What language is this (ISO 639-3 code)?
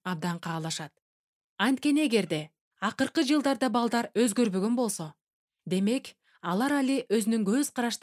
kir